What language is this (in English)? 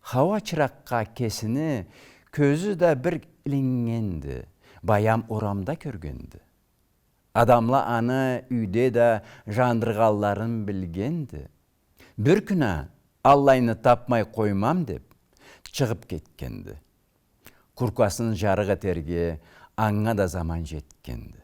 Karachay-Balkar